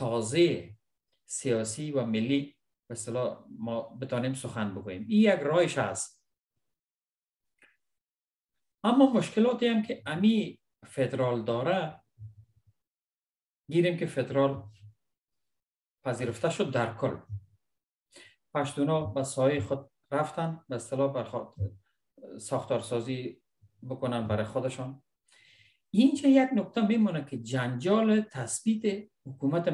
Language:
Persian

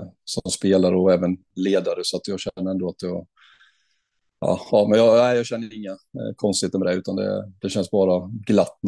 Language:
Swedish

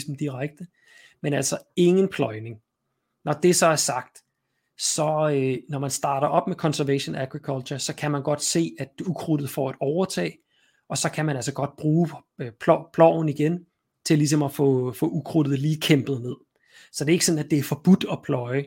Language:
Danish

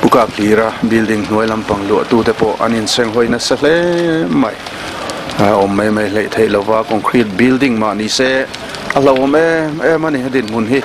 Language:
Mizo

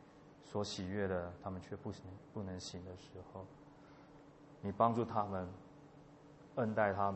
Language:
Chinese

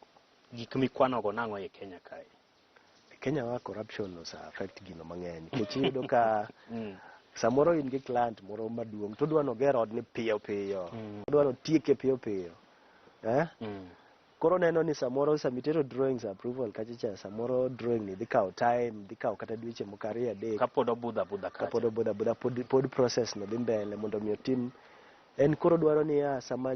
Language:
Luo (Kenya and Tanzania)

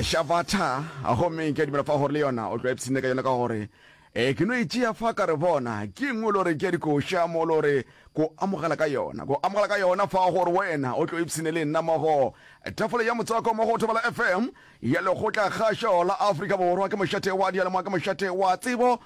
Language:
Northern Sotho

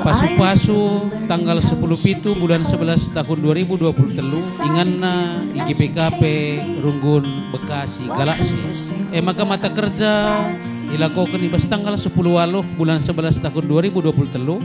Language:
Batak Karo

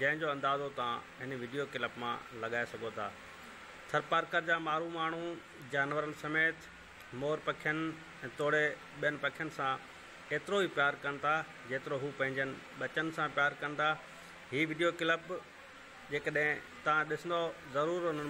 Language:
Sindhi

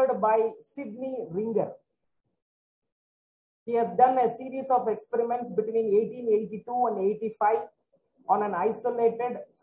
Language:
English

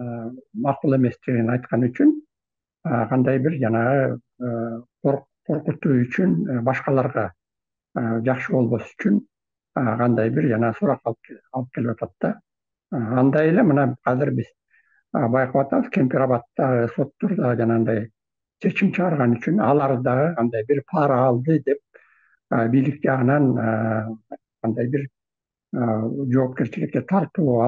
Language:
Kyrgyz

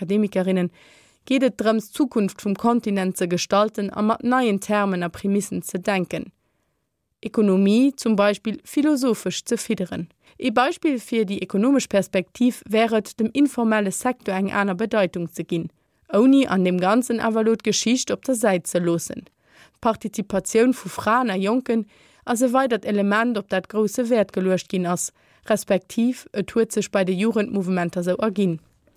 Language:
Luxembourgish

